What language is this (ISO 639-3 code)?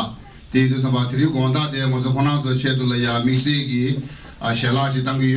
bod